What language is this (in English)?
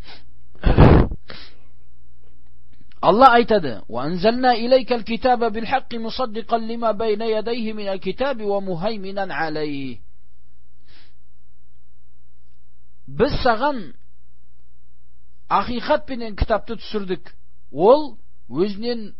Kazakh